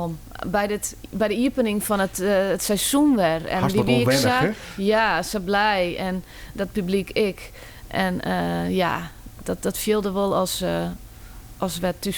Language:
Western Frisian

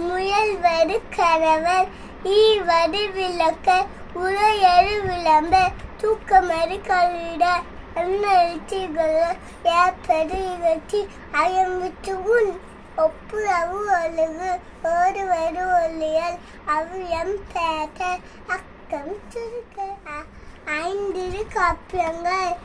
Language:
Tamil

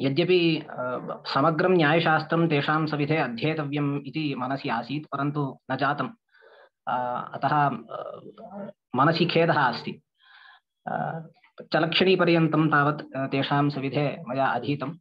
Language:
Sanskrit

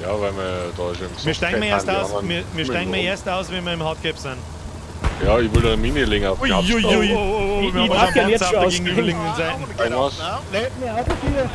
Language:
Bavarian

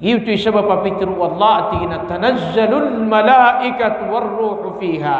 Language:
Maranao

